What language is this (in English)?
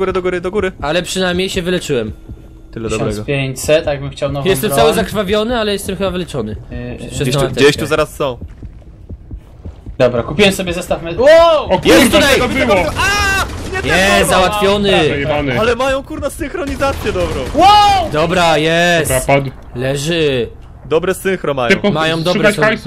Polish